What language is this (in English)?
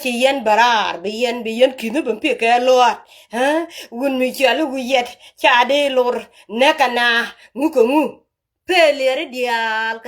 Nuer